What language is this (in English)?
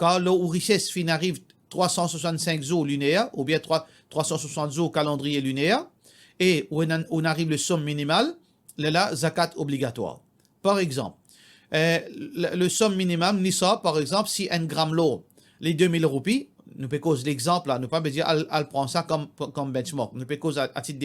Morisyen